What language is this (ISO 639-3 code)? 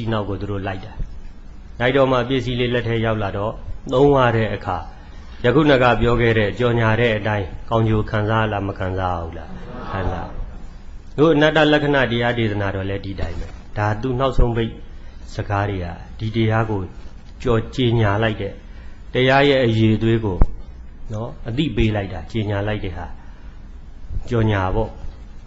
mya